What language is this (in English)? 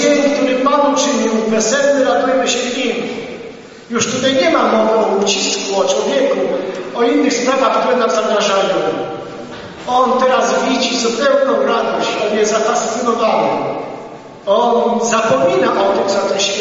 Polish